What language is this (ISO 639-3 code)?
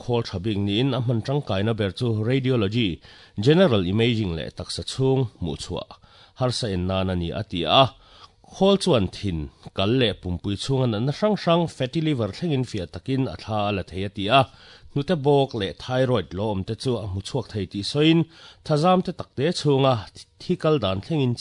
lus